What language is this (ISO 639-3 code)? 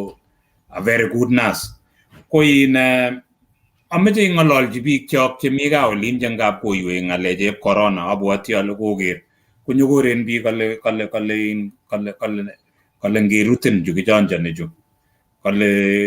kln